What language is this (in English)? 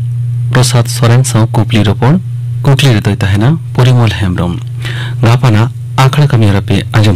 Santali